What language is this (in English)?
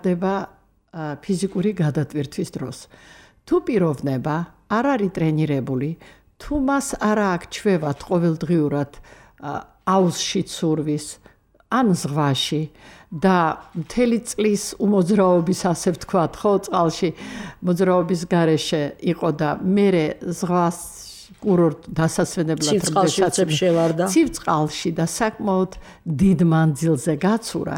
Georgian